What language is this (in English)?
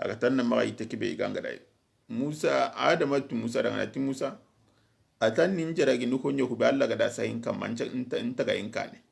Soninke